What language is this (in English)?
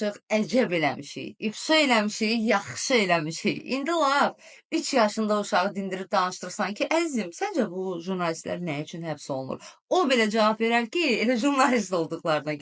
Azerbaijani